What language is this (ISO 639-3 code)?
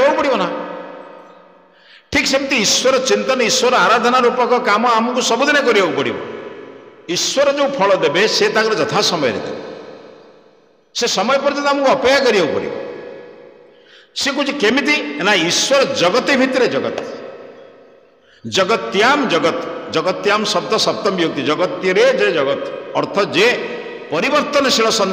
ori